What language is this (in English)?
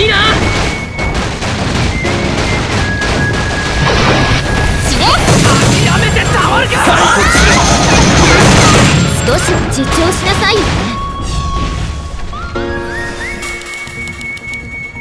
Japanese